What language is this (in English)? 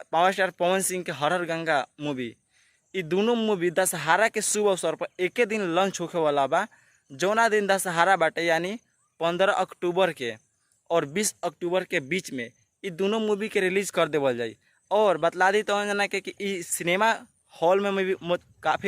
Bhojpuri